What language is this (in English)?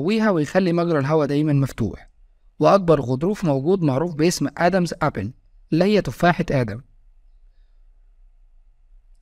Egyptian Arabic